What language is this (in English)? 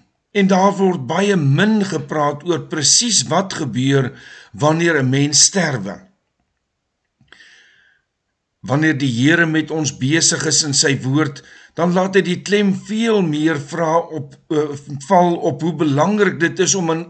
Afrikaans